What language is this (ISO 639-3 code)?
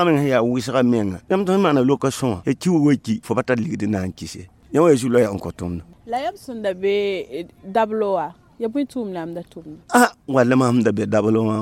mos